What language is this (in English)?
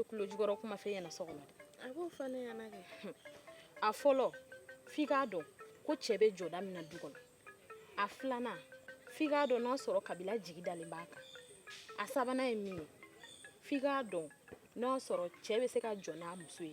Bambara